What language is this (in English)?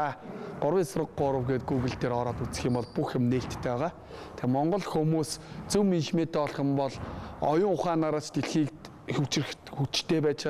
Mongolian